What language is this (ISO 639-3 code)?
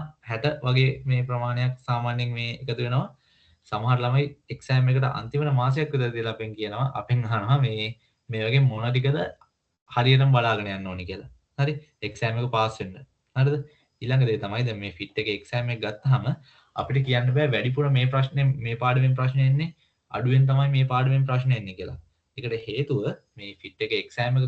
sin